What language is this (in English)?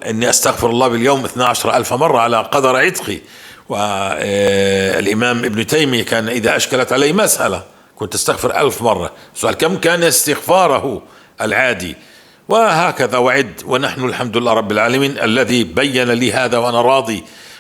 North Levantine Arabic